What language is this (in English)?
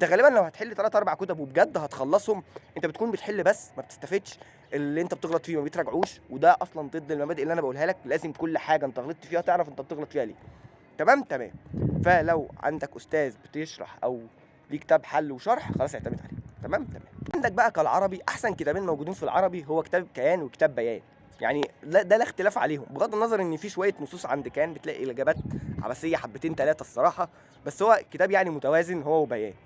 Egyptian Arabic